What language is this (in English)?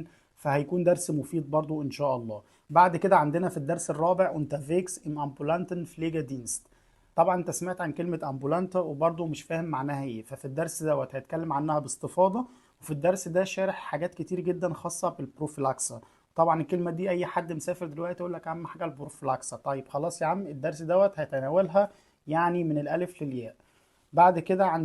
Egyptian Arabic